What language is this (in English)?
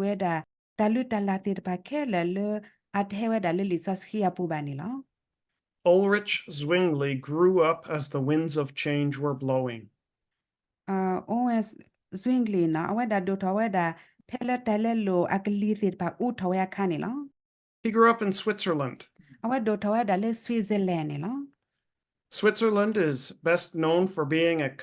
S'gaw Karen